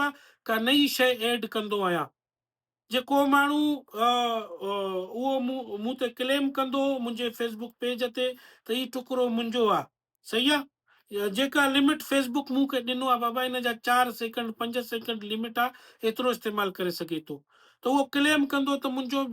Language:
Sindhi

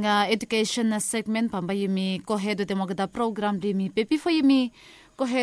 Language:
Bislama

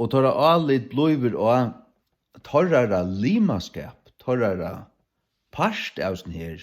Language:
Faroese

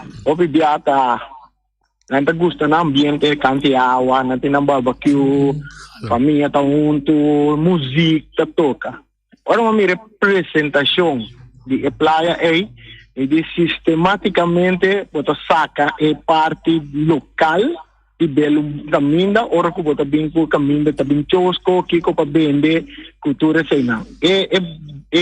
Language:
Papiamento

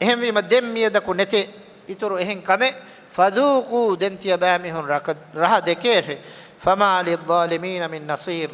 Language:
Divehi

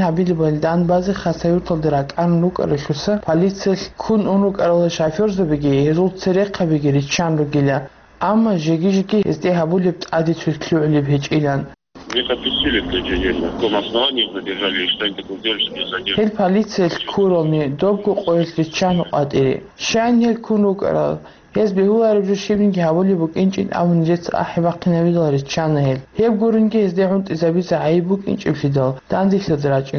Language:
Avaric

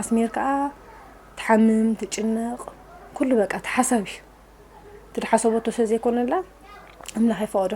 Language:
Tigrinya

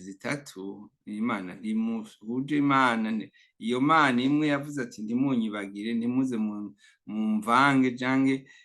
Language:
Rundi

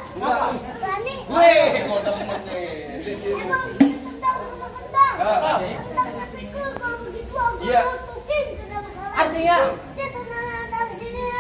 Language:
Betawi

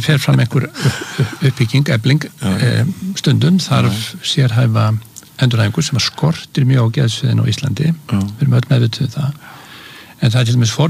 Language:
Icelandic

